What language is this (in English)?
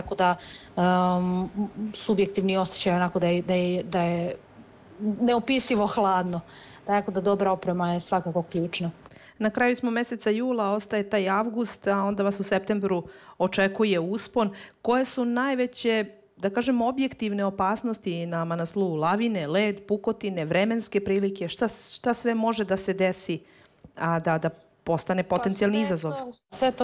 Serbian